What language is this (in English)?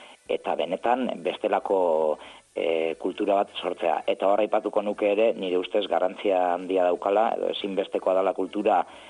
Basque